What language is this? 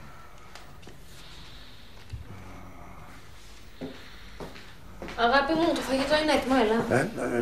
Greek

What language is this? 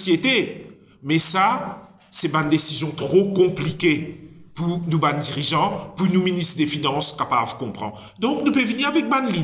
Morisyen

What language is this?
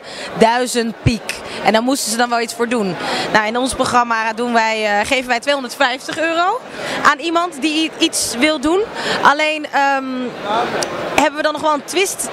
Dutch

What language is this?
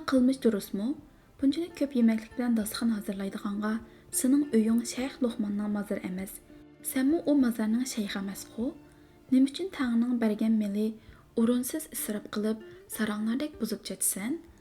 Uyghur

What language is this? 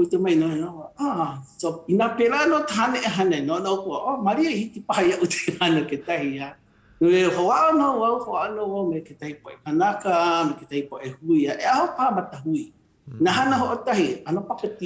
Hawaiian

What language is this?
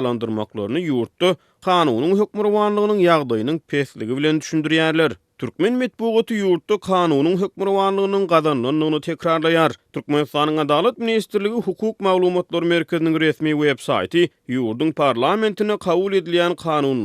Turkmen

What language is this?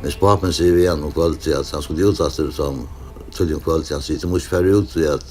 Faroese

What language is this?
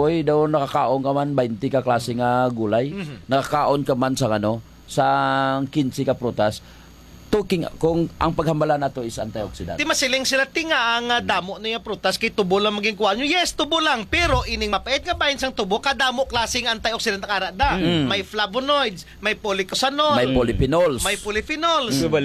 Hiligaynon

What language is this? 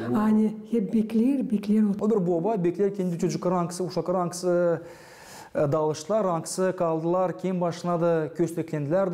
Gagauz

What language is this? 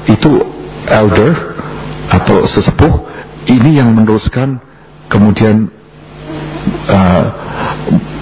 Indonesian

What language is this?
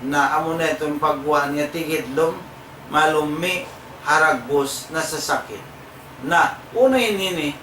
Tausug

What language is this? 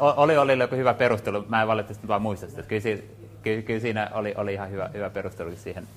Finnish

